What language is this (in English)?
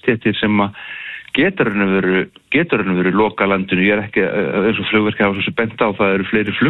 Icelandic